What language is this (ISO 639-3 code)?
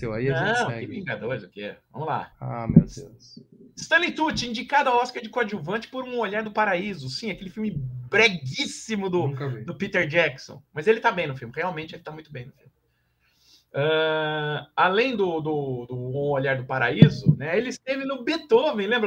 por